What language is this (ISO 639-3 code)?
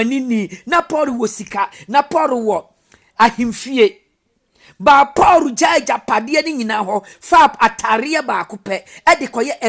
aka